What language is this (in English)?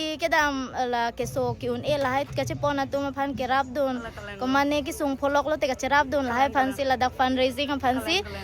Karbi